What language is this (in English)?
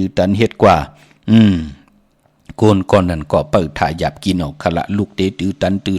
Shan